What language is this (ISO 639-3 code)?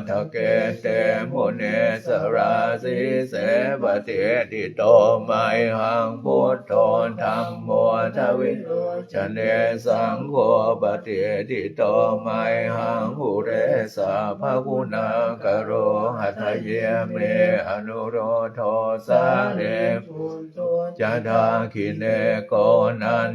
pli